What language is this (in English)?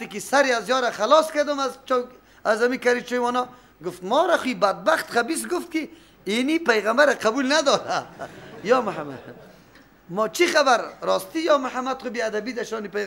Persian